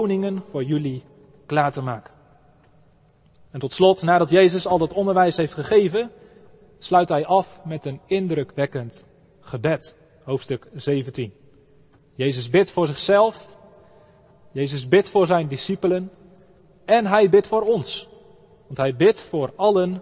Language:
Dutch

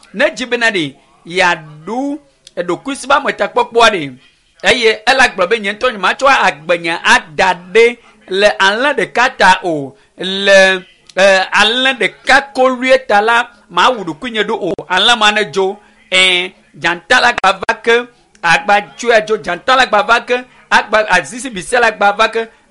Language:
Ewe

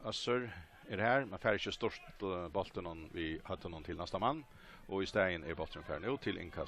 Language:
Faroese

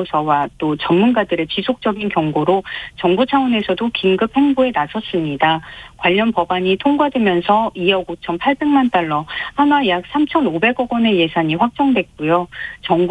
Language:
Korean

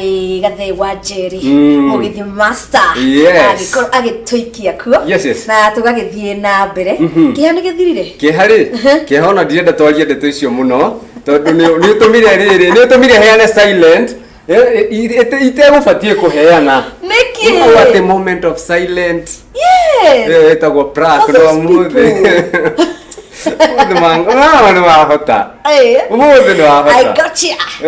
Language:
Kikuyu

